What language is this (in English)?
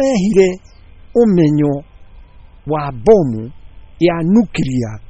Kikuyu